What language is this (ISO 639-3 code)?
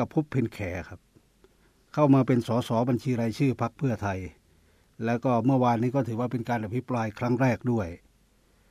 tha